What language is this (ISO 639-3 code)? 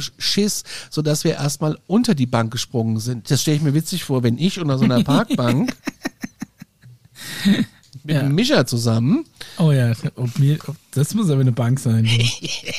deu